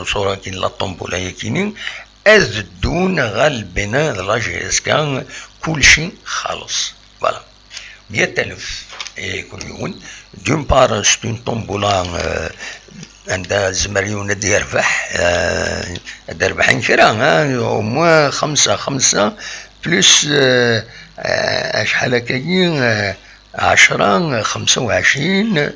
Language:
Kabyle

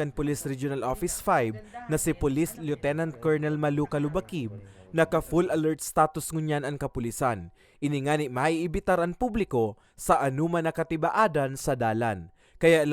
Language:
Bikol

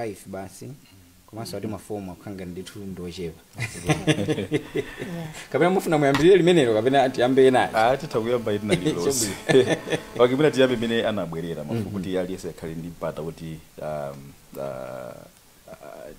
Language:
Nyanja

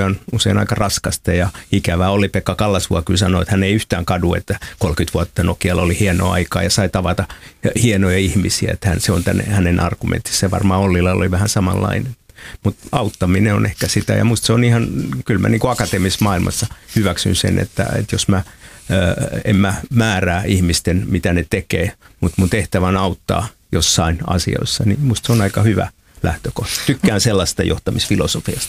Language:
Finnish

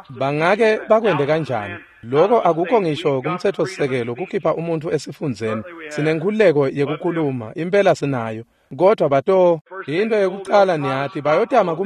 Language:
Swati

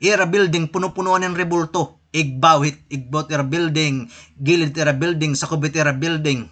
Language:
Waray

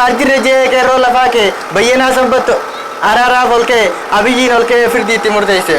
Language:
Oromo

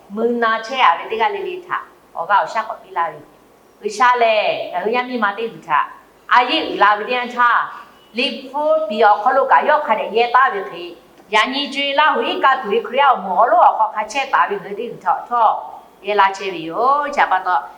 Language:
Lahu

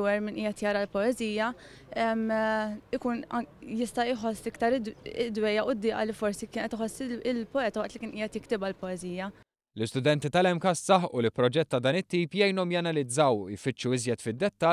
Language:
Maltese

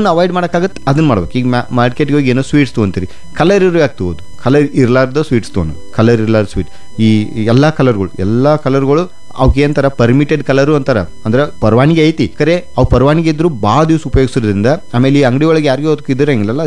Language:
Kannada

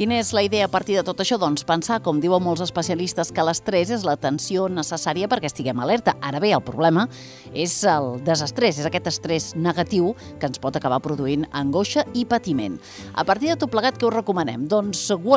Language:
Catalan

